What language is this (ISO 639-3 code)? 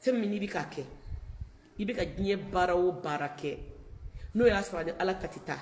bam